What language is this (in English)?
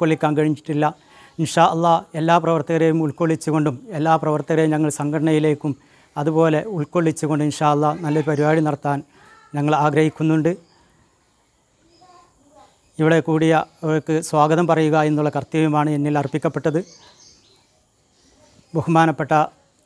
Malayalam